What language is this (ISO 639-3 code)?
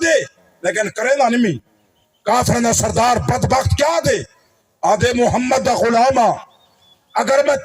skr